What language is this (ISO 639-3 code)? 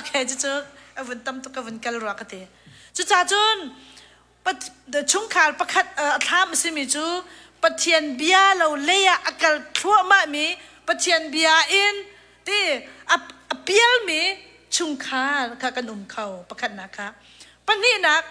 cnh